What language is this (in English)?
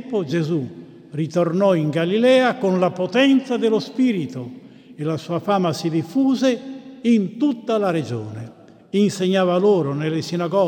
Italian